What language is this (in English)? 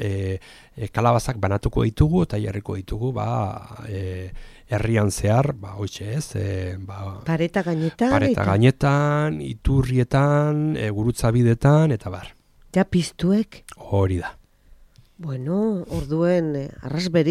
Basque